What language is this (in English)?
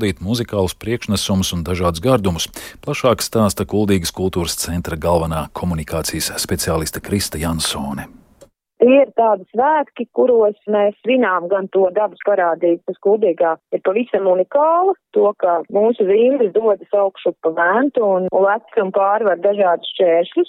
Latvian